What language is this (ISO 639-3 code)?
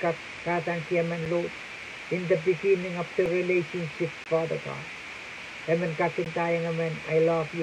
pon